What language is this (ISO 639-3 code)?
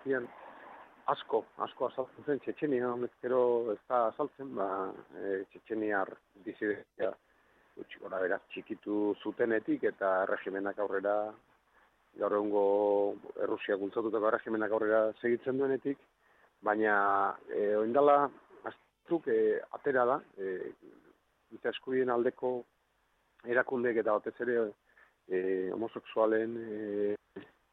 eus